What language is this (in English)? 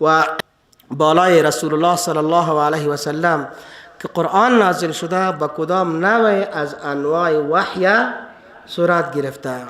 Persian